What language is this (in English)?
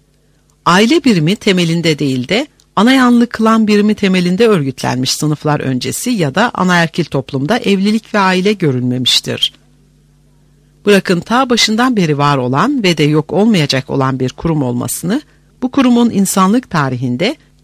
Turkish